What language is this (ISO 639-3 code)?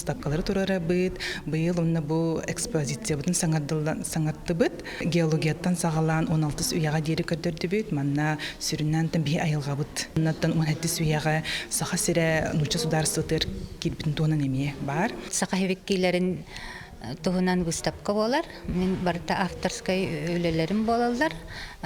sah